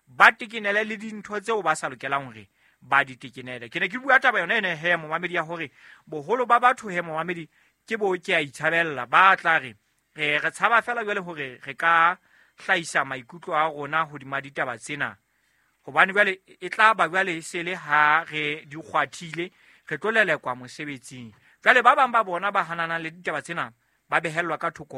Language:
Southern Sotho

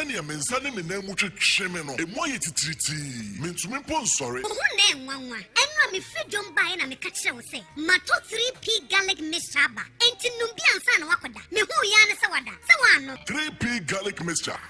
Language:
Akan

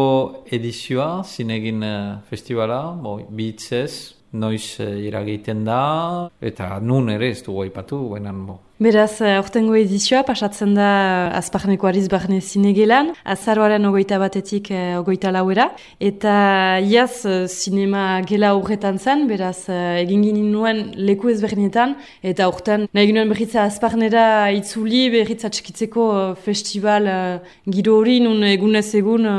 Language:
Basque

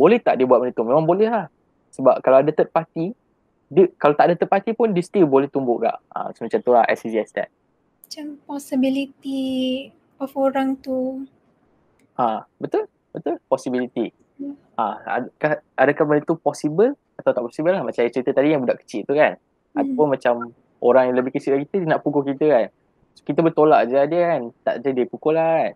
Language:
Malay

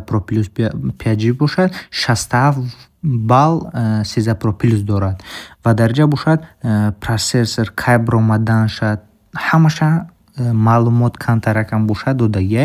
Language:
Tajik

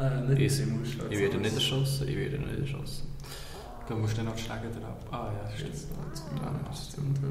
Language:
Swiss German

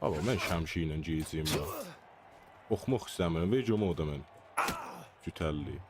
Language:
South Azerbaijani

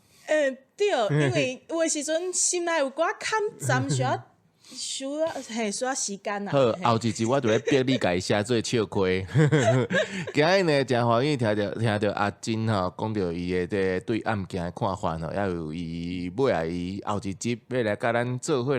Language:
Min Nan Chinese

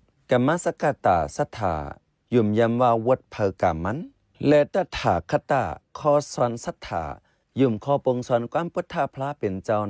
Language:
Shan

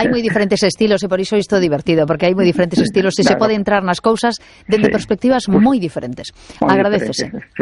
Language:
Galician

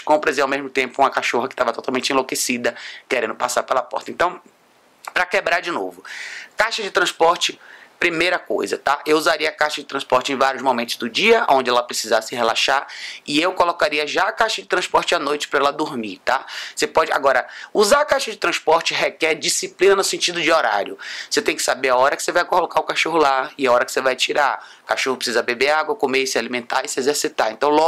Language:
Portuguese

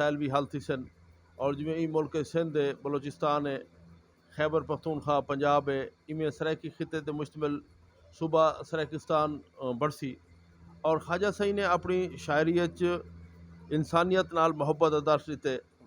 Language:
Saraiki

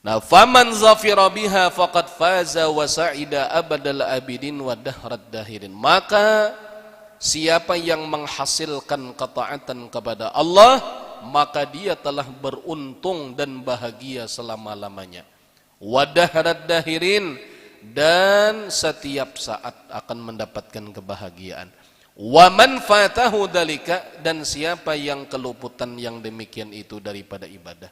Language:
Banjar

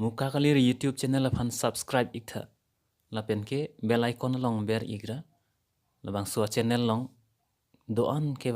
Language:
Karbi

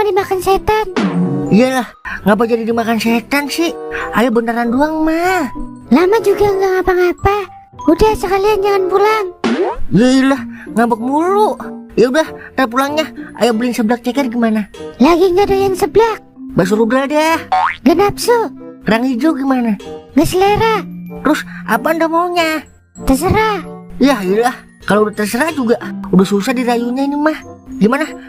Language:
Betawi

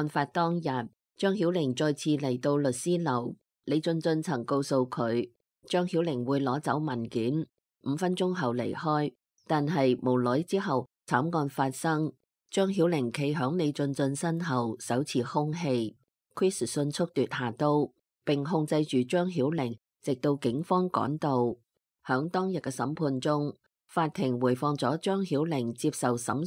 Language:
Cantonese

